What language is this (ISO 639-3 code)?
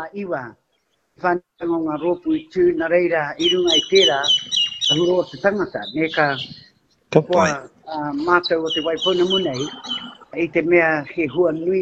mri